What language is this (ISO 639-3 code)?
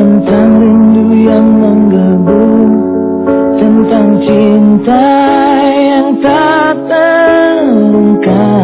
ind